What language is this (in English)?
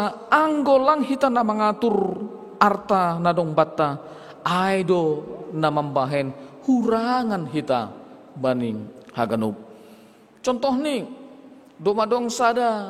Batak Simalungun